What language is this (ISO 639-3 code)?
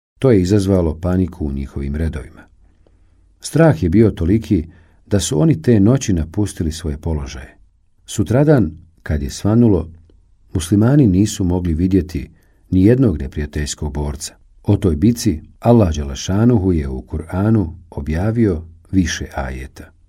bos